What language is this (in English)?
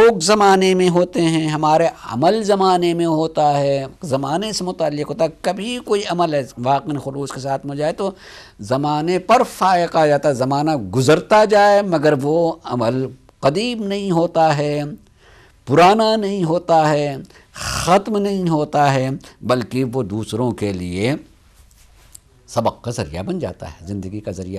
Urdu